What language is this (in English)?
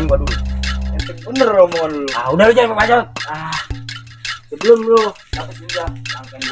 Betawi